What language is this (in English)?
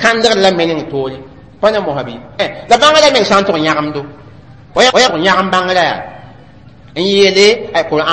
Mossi